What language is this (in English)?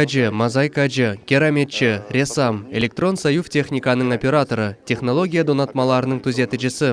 Crimean Tatar